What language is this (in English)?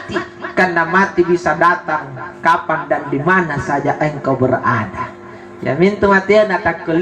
Makasar